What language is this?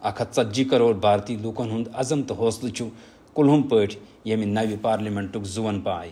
Kashmiri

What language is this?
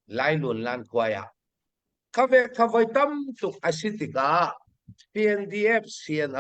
Hakha Chin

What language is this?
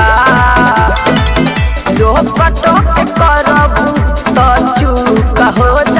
Bhojpuri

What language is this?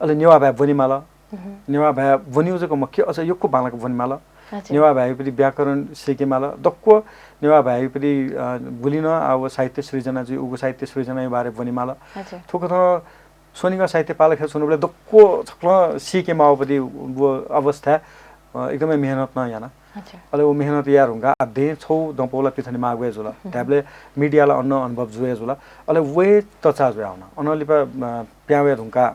Newari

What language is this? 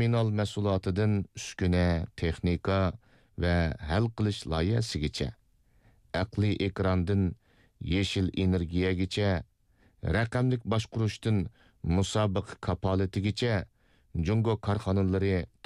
Uyghur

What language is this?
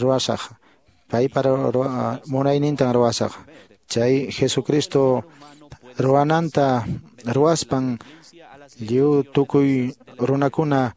Quechua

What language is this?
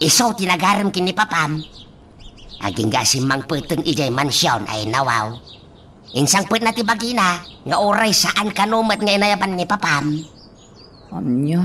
Iloko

